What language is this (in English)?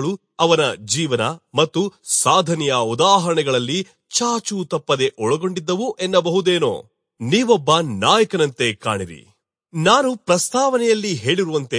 Kannada